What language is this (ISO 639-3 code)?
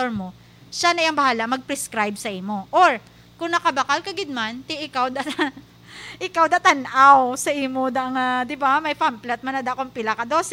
hil